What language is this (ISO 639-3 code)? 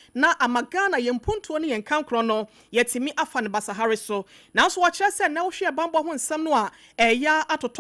aka